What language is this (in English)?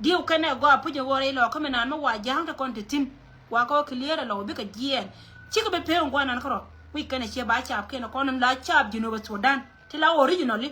Nuer